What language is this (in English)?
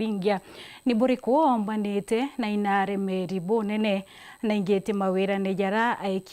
Meru